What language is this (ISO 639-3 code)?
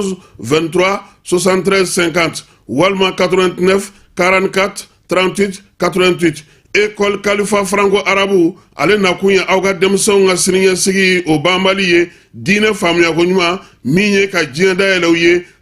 bam